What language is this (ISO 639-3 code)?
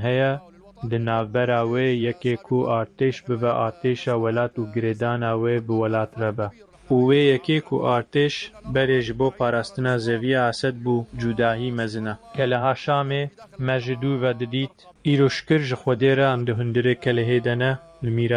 kur